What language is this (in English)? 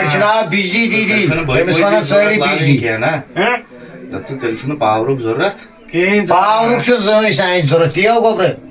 Kashmiri